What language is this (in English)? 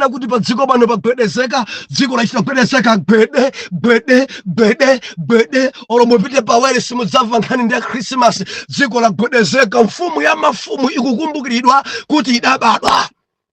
Nyanja